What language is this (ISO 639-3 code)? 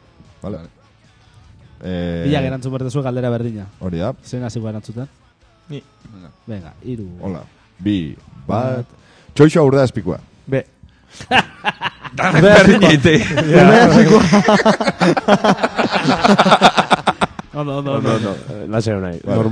eus